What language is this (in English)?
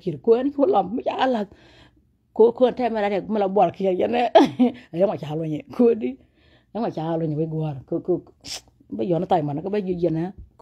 Nuer